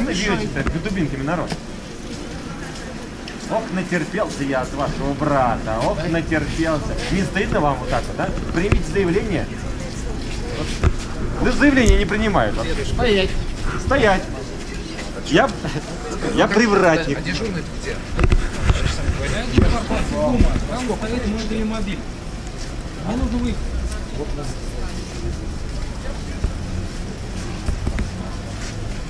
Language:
Russian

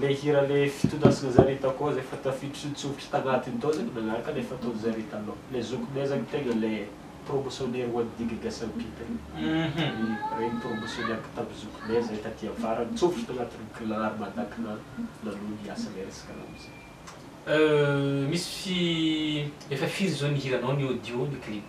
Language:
Malagasy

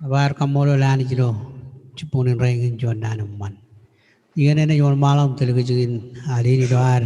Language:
Marshallese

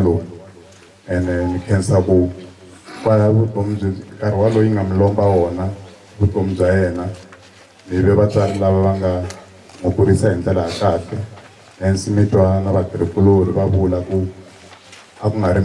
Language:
Tsonga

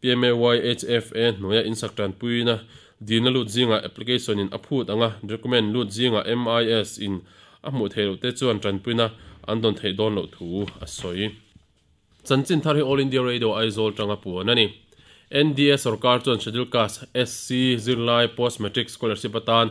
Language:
Mizo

